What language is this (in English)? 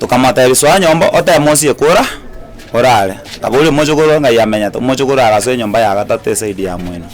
Gusii